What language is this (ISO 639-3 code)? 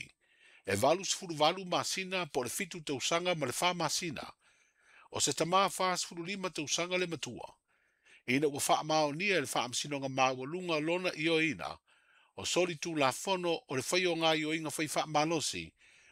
smo